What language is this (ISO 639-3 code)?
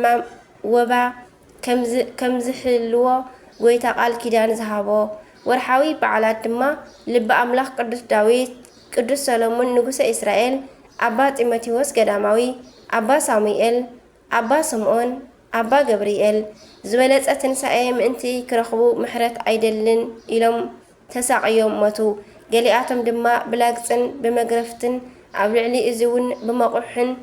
tir